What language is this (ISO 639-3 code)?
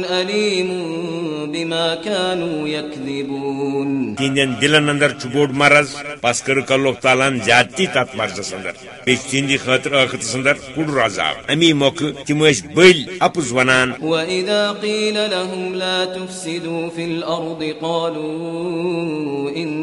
kas